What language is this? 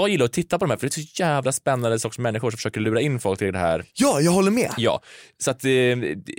Swedish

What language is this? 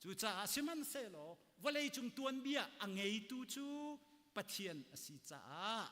Hakha Chin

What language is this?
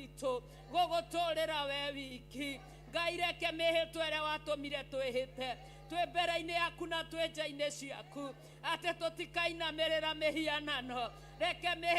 Kikuyu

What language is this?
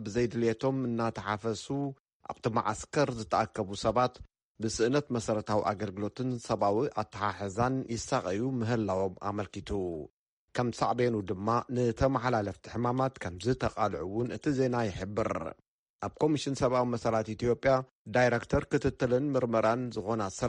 Tigrinya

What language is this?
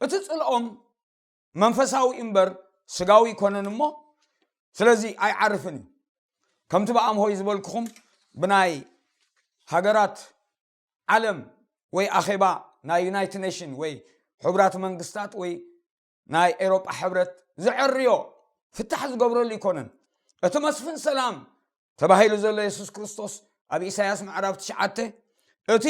Tigrinya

